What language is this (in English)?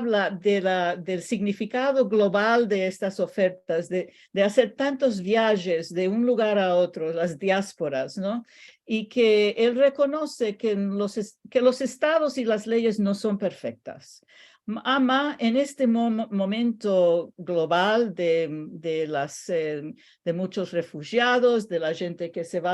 Ladino